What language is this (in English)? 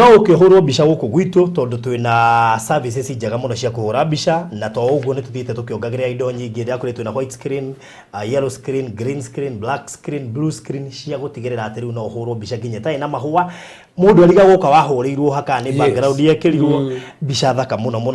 Kikuyu